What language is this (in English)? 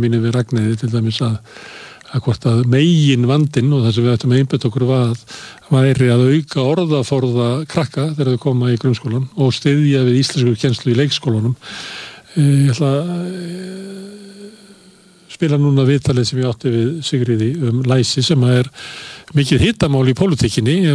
Icelandic